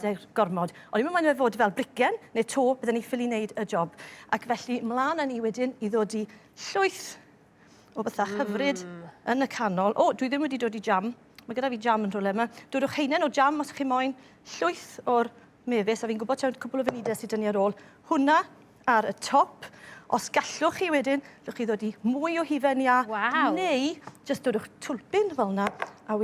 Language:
Welsh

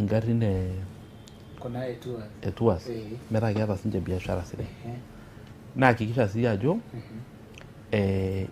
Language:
Masai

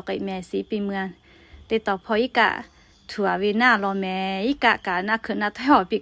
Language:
Lahu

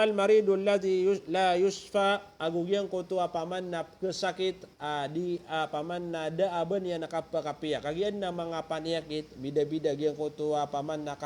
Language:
Maranao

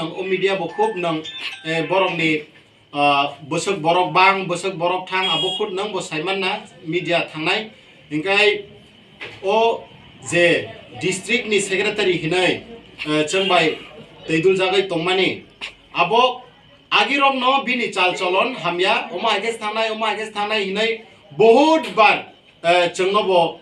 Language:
Kok Borok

